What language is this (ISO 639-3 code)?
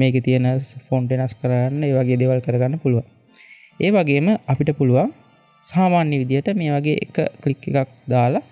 sin